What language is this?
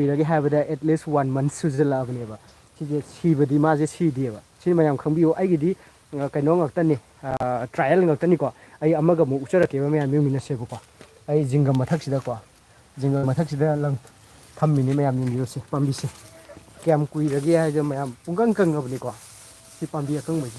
Manipuri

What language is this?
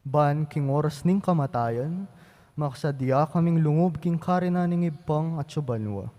Pampanga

